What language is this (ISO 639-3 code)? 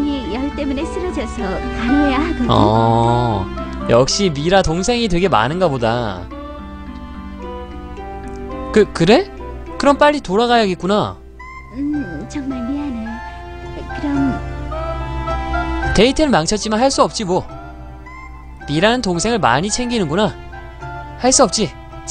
kor